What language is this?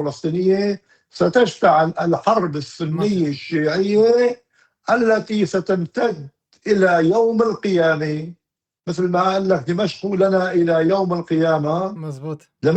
North Levantine Arabic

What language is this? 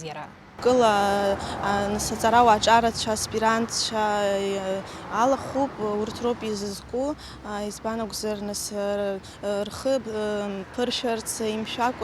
Abkhazian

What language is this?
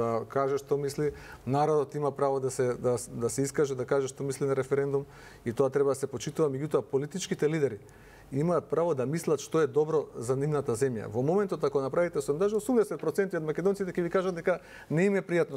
Macedonian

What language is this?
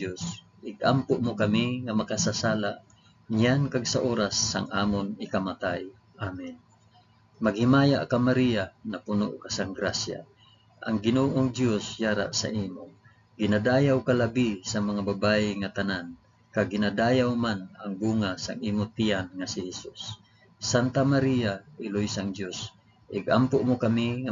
Hiligaynon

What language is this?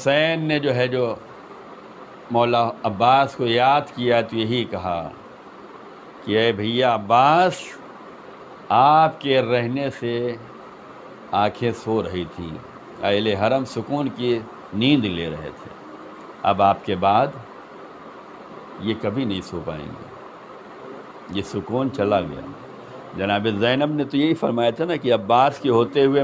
Urdu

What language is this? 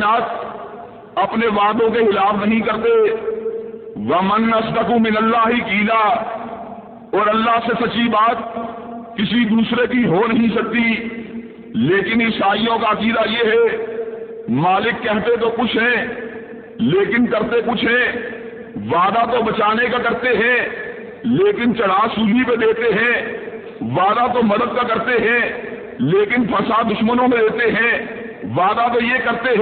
Urdu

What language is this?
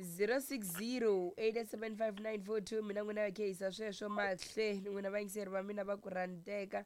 Tsonga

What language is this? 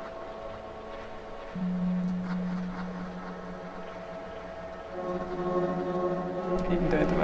Russian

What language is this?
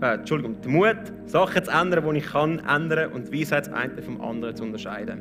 Swiss German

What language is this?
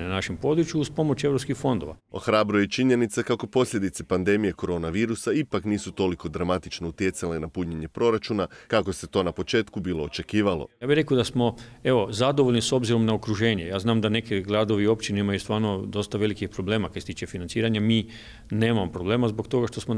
Croatian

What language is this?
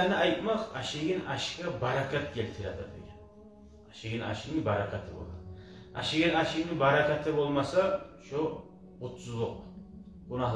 Kumyk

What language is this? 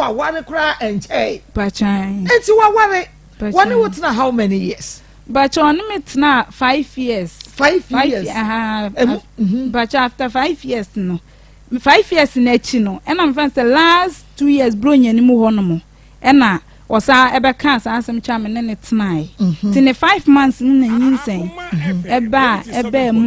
Akan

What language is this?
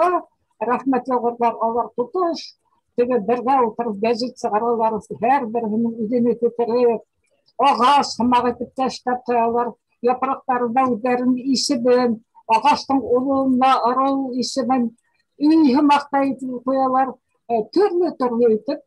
Bashkir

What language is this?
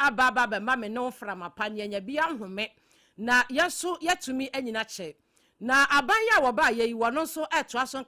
Akan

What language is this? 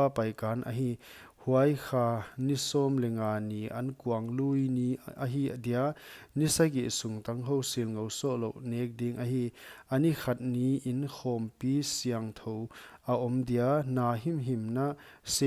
Paite Chin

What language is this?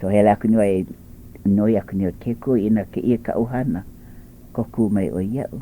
Hawaiian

